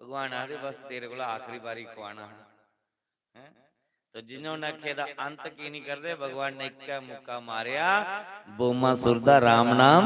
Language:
Dogri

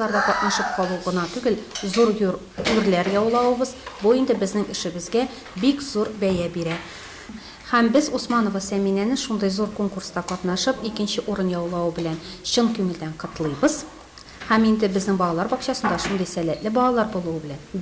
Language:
Tatar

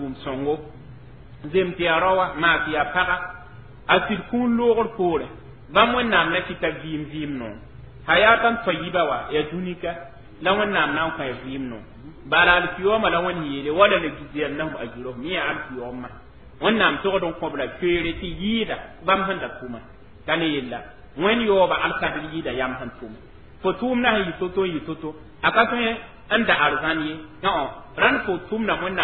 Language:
Mossi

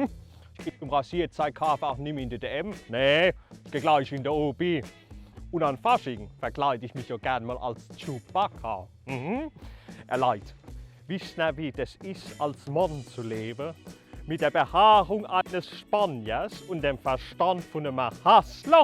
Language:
Palatine German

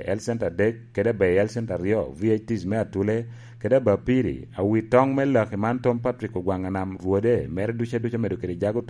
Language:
Lango (Uganda)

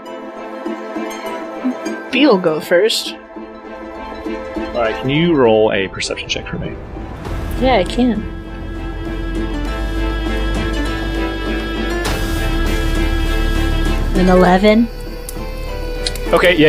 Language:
English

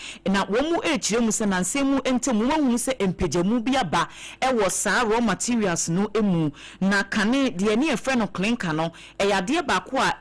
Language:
Akan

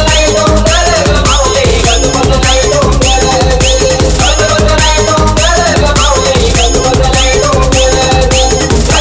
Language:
Marathi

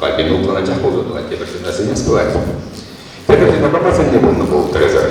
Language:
Chuvash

